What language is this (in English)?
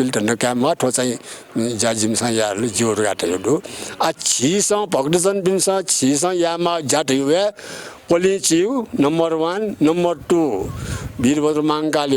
Newari